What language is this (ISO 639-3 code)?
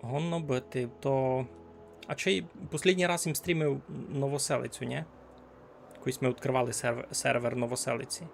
rue